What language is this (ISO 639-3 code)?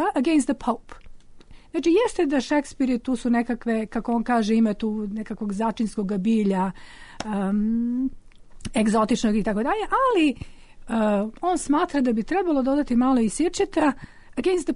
srp